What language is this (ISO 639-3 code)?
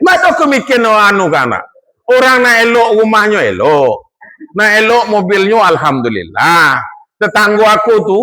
min